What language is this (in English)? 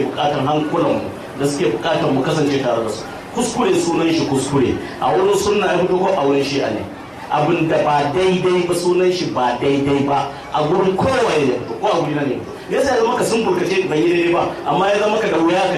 Hausa